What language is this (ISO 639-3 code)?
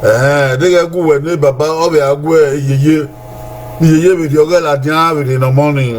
bin